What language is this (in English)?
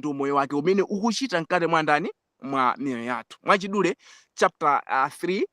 Nyanja